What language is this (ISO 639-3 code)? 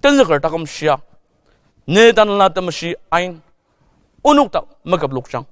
njo